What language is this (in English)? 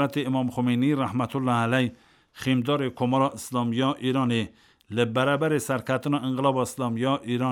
Kurdish